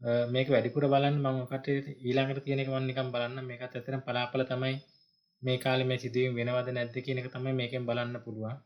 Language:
Sinhala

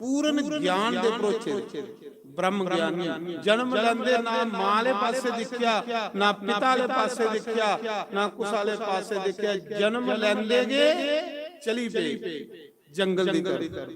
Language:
Dogri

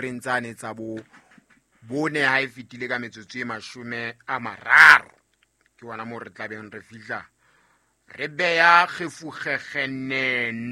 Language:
Southern Sotho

